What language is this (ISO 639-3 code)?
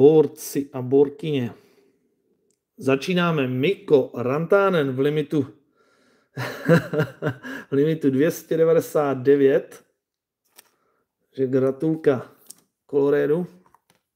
ces